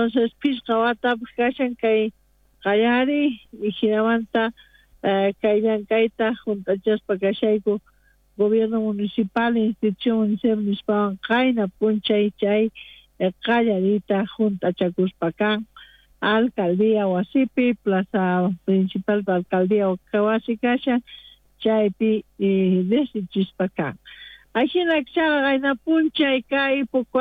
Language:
South Bolivian Quechua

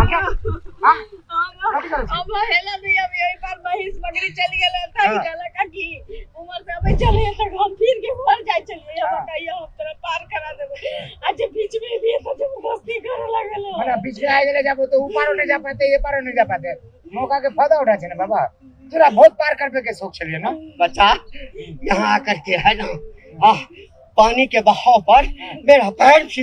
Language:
Maithili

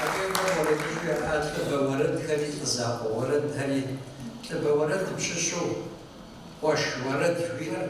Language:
Kabardian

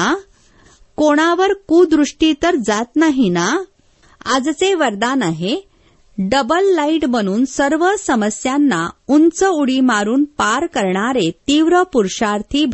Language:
Marathi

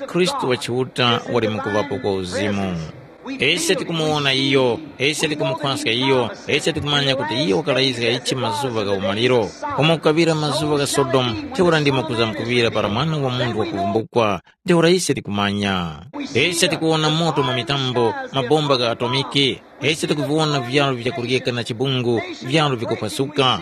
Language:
Tumbuka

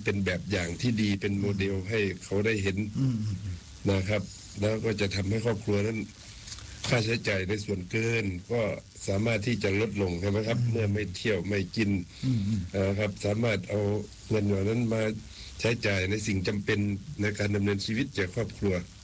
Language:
Thai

